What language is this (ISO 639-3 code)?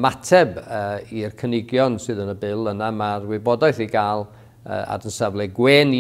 cym